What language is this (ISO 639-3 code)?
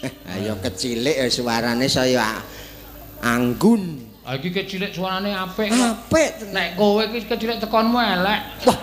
jav